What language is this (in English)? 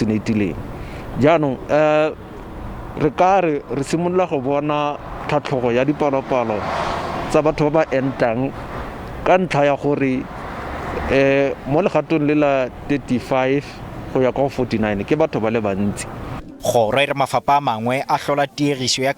Northern Sotho